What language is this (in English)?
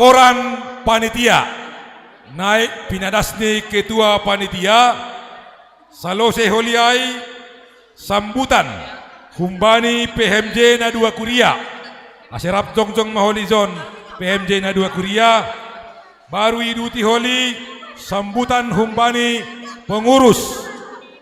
Batak Simalungun